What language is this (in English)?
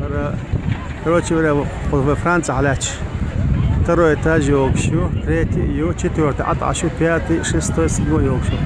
Chechen